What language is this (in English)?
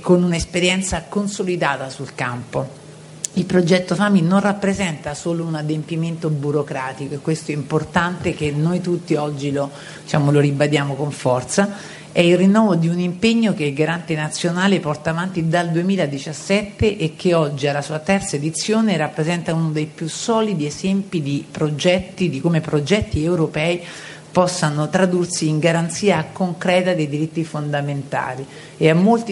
Italian